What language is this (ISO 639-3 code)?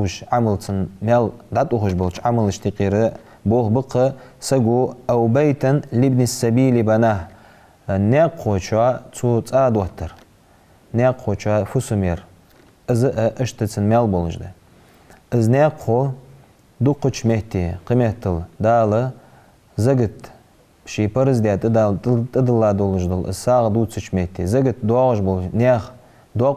inh